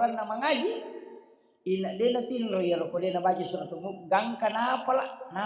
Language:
Buginese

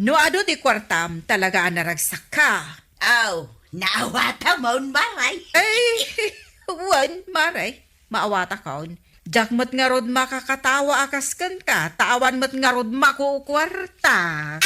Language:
Iloko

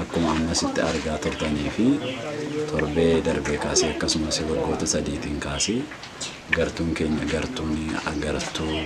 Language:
Oromo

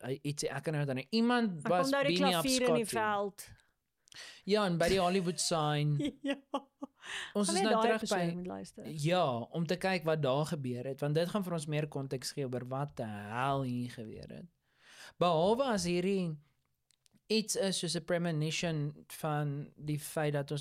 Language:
Afrikaans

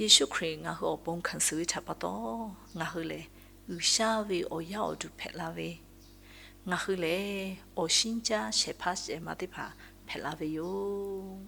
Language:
Lahu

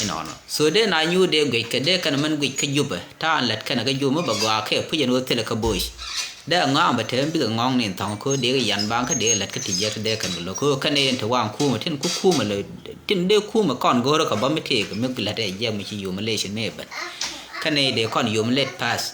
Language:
Nuer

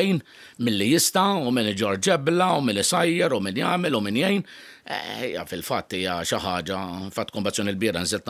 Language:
Maltese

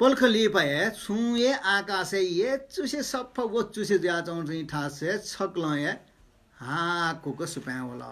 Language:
Newari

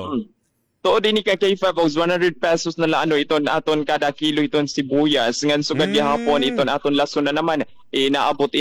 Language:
Waray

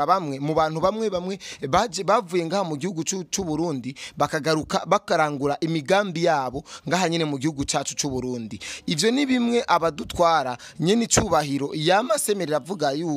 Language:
Rundi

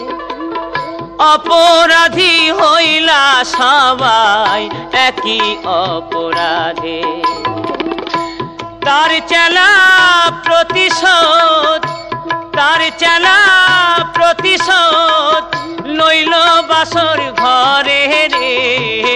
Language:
Bangla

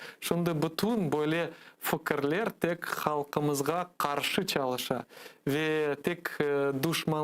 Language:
Crimean Tatar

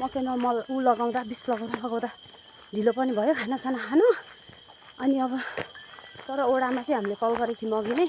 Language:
Nepali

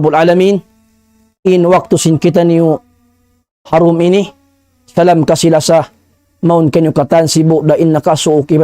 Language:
Tausug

